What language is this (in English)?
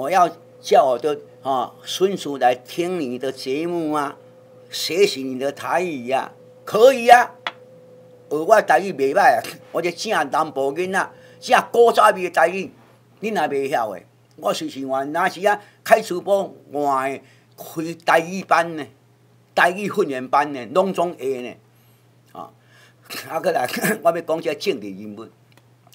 Min Nan Chinese